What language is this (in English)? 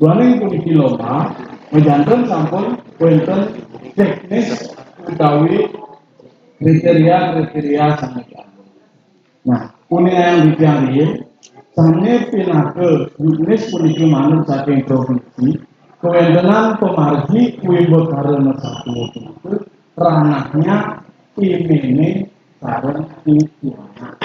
Balinese